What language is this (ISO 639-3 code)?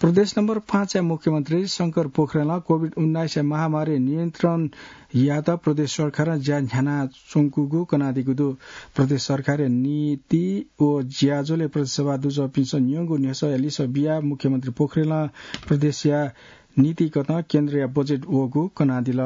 new